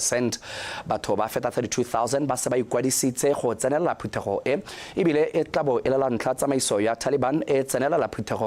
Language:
Tswana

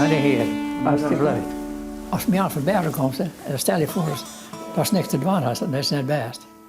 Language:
Western Frisian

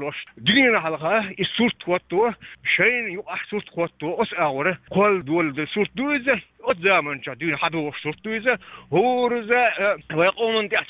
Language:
Chechen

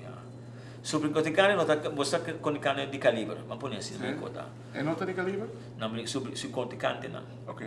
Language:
Papiamento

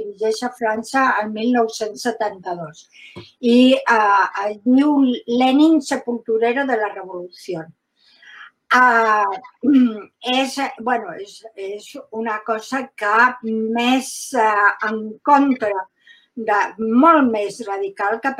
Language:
Catalan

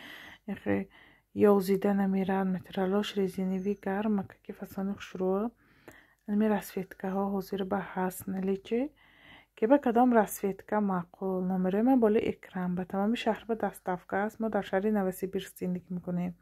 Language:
Tajik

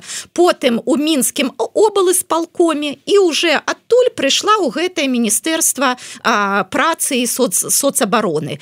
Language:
Belarusian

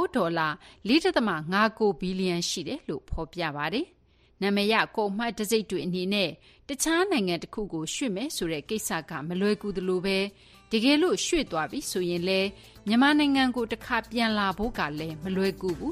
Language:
Burmese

